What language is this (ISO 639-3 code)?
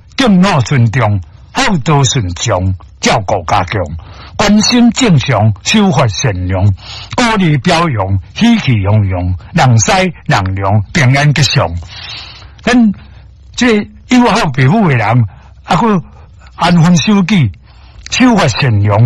nan